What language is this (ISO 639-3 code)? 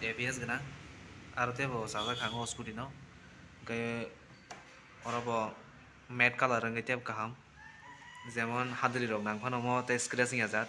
trp